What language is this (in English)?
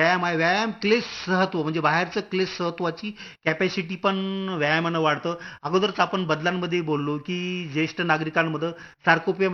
Marathi